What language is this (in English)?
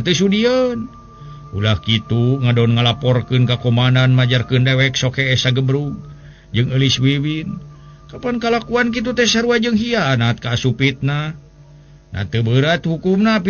Sundanese